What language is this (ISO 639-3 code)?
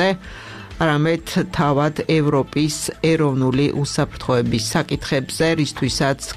kat